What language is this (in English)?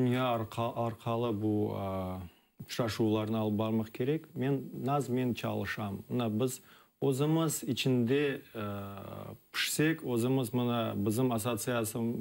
Crimean Tatar